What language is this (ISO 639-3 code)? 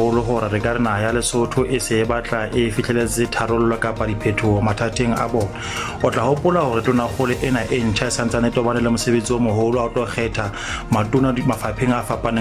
sot